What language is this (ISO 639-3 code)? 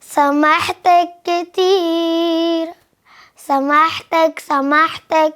kur